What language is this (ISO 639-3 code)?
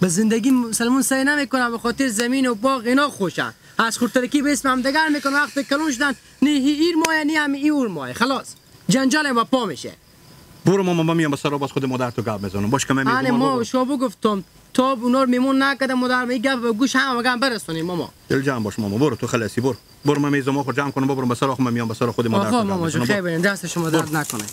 fas